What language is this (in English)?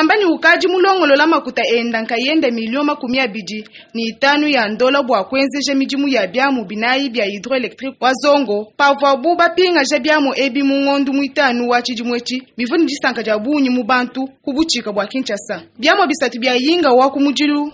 Luba-Lulua